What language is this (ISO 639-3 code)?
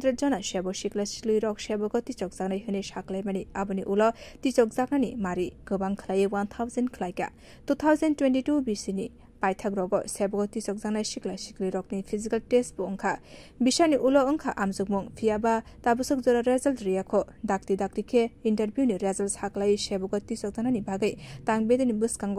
trp